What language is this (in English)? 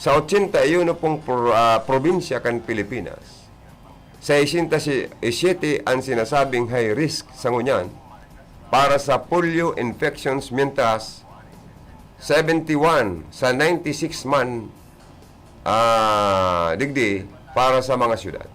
Bikol